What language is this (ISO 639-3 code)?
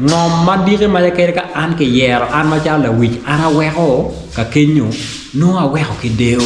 ach